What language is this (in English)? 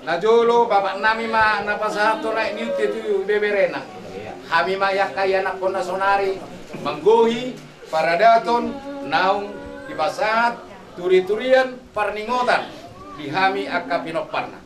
Batak Toba